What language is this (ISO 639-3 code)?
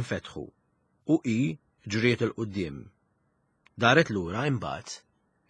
mlt